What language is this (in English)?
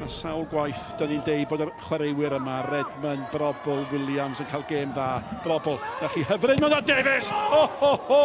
Welsh